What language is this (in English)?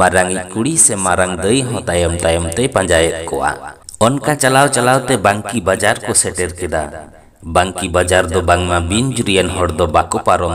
Santali